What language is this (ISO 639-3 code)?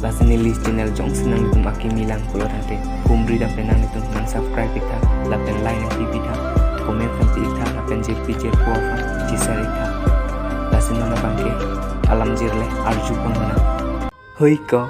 mjw